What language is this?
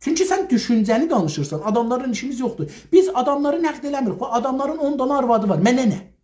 South Azerbaijani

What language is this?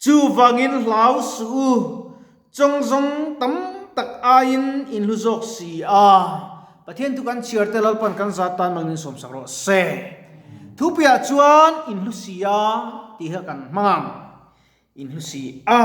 Mizo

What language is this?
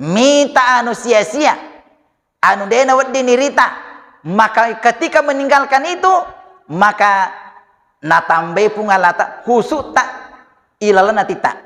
Buginese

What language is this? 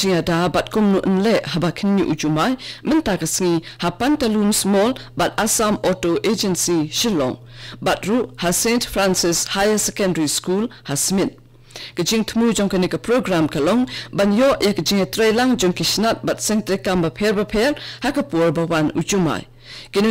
Khasi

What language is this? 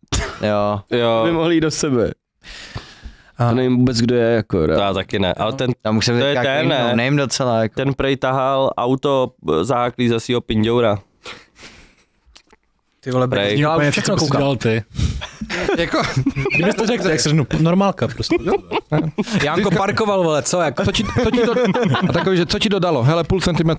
Czech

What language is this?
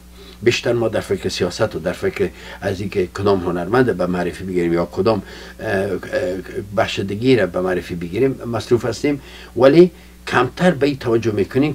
Persian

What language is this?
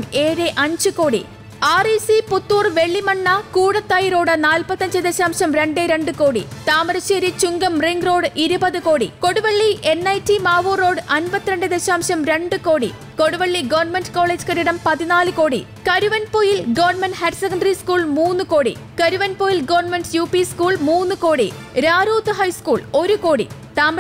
Malayalam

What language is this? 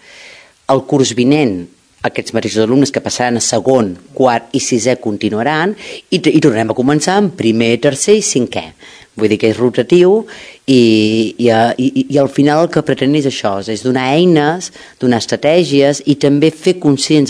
Catalan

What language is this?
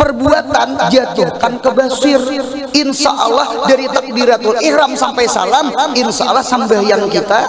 Banjar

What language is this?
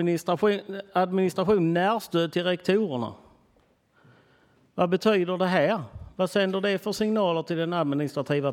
Swedish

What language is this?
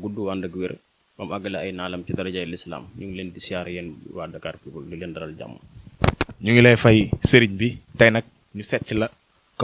Wolof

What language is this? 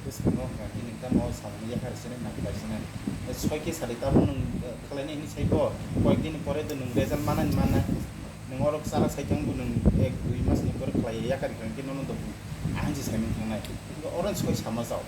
Kok Borok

